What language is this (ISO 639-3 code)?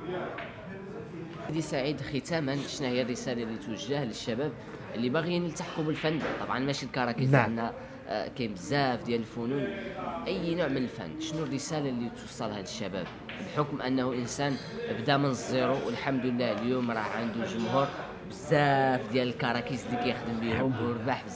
ary